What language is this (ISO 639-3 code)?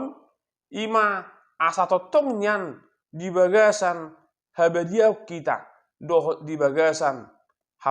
bbc